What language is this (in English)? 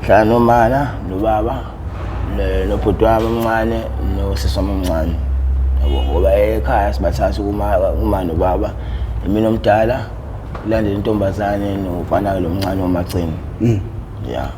Zulu